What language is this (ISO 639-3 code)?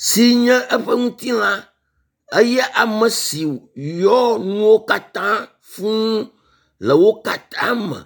ewe